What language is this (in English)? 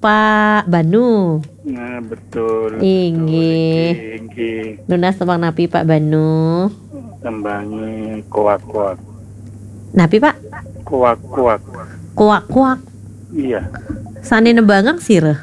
Balinese